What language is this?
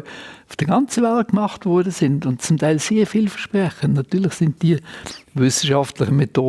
Swiss German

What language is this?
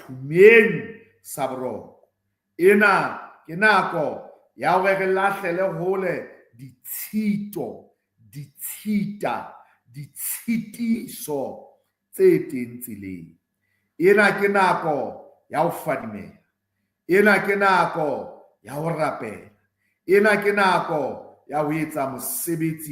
Southern Sotho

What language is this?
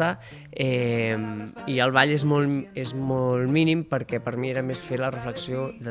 Catalan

